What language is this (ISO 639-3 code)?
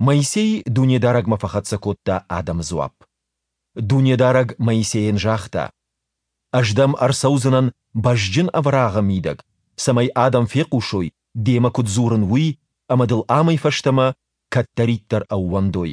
oss